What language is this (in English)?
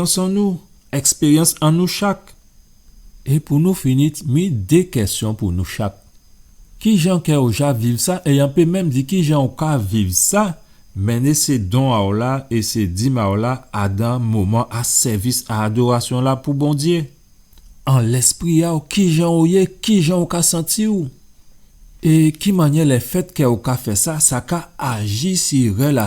Guadeloupean Creole French